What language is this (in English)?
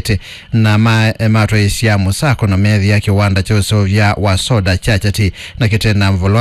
Kamba